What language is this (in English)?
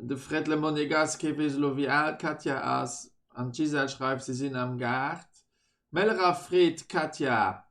Luxembourgish